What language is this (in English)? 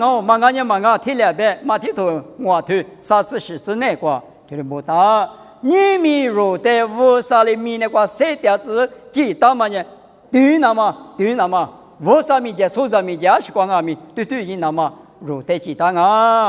Lisu